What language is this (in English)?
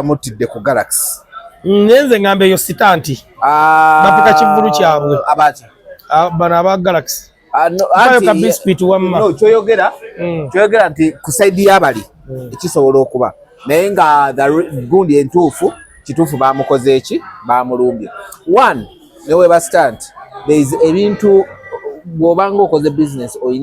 Ganda